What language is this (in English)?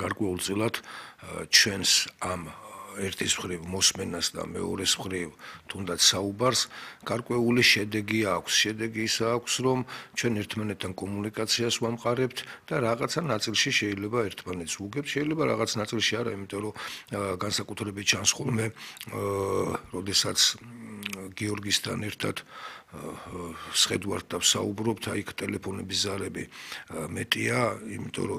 Georgian